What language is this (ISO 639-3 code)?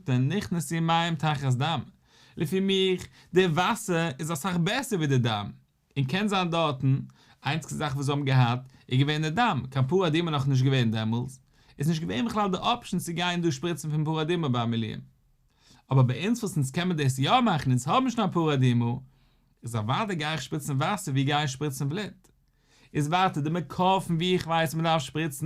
yid